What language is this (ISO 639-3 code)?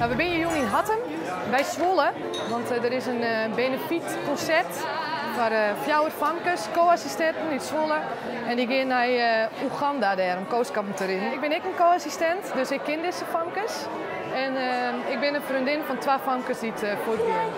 fry